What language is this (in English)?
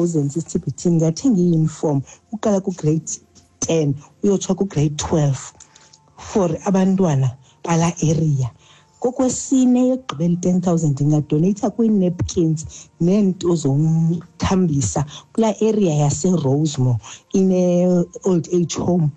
Xhosa